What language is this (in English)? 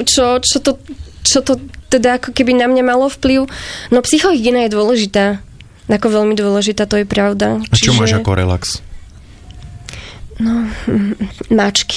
Slovak